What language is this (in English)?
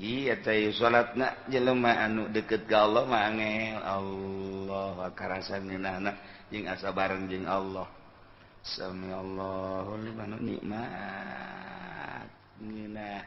Sundanese